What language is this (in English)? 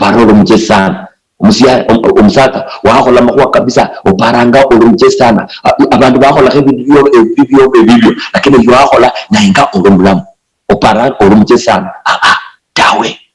Luyia